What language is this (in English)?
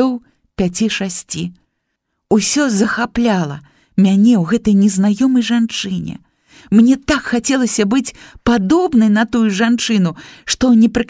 Belarusian